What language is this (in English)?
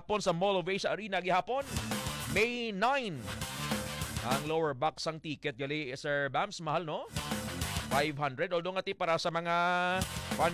Hiligaynon